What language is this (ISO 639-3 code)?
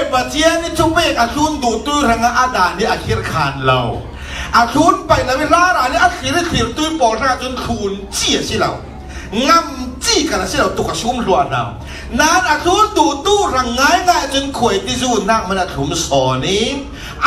cfm